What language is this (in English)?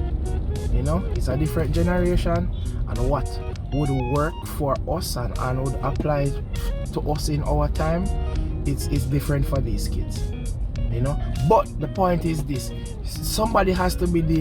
Jamaican Creole English